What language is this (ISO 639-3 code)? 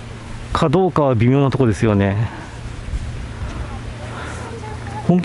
jpn